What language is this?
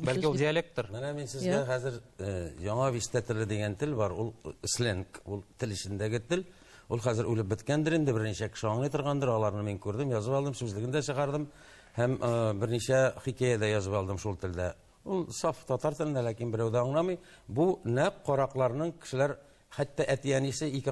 Tatar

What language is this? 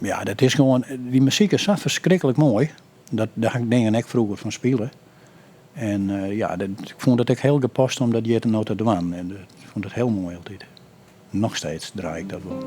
Western Frisian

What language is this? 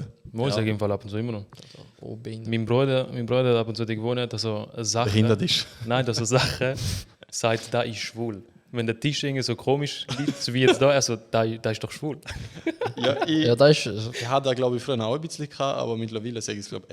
Swiss German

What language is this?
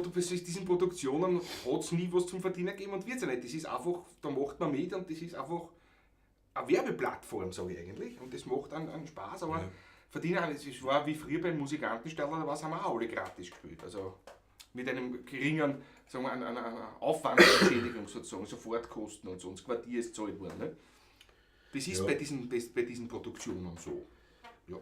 Bavarian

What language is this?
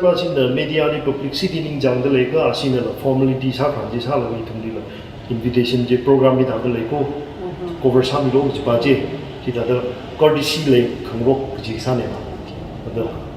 Tangkhul Naga (India)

